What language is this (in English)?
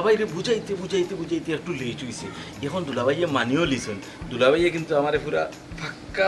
Sylheti